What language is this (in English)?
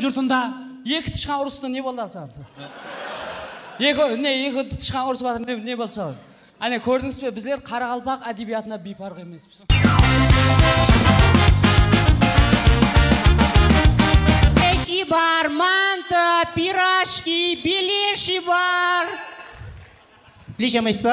Kazakh